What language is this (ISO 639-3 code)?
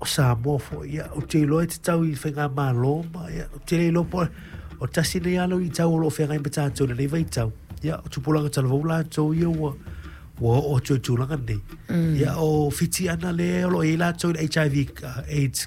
smo